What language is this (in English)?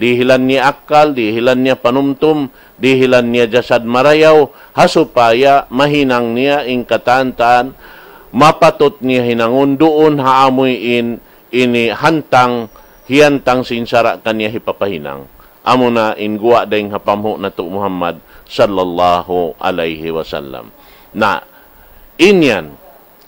Tausug